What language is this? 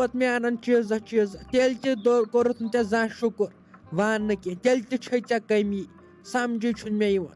Kashmiri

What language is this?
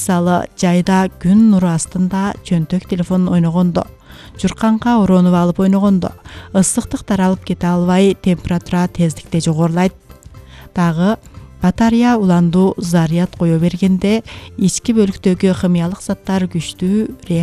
Kyrgyz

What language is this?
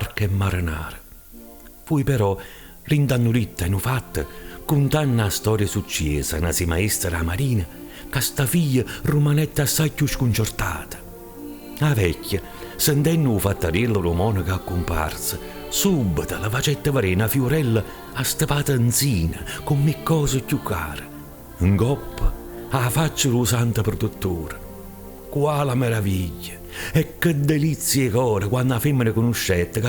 Neapolitan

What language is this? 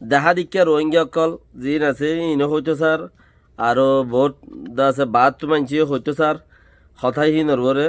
Rohingya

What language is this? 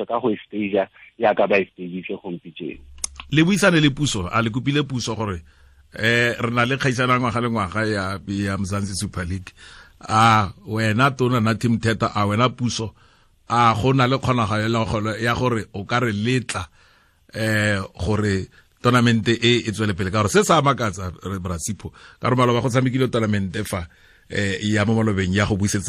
Tswana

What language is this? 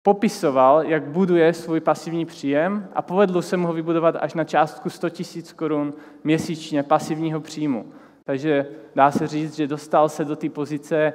Czech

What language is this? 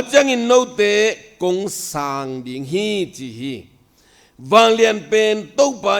Tedim Chin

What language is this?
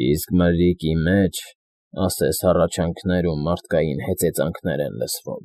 Armenian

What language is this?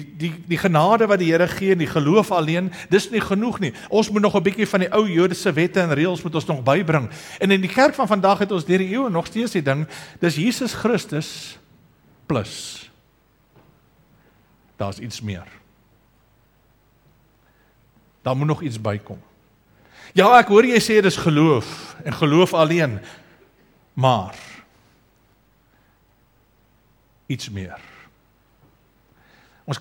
Afrikaans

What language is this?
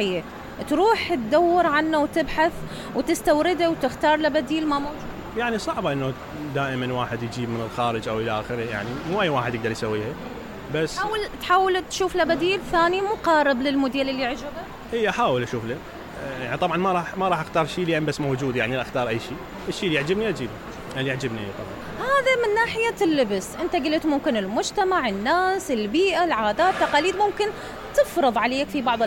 Mesopotamian Arabic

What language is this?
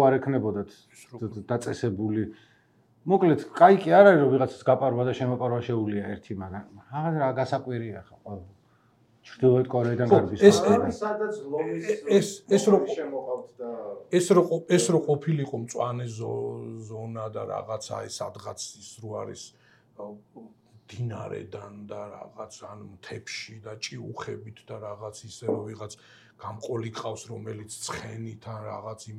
Georgian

